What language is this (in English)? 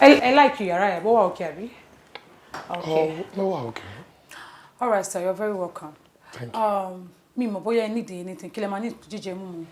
Yoruba